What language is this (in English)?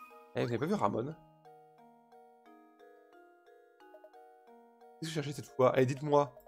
French